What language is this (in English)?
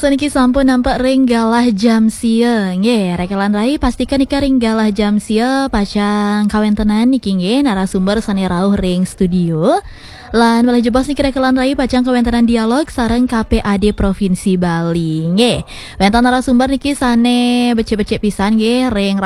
Balinese